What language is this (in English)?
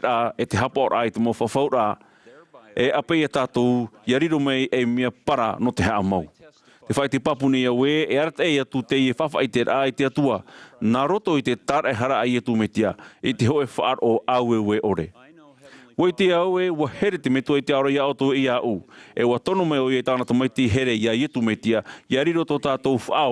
Tahitian